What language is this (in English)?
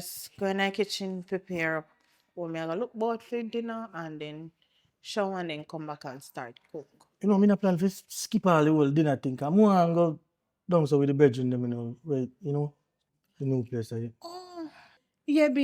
Jamaican Creole English